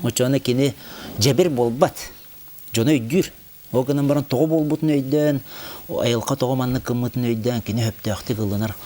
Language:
Yakut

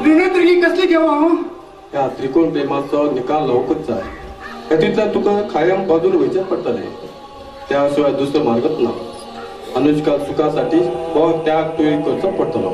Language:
Konkani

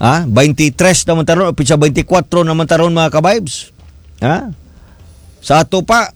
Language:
Cebuano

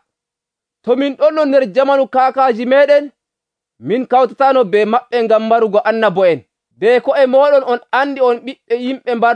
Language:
Nigerian Fulfulde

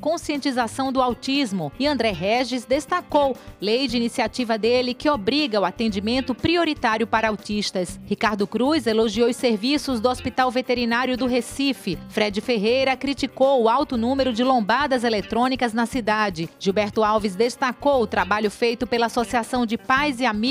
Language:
Portuguese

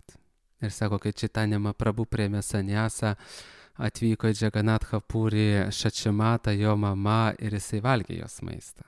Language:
Lithuanian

